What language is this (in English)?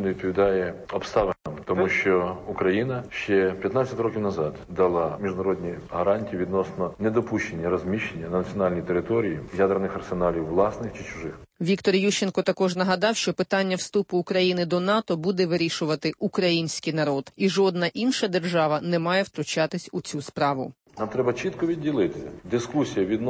Ukrainian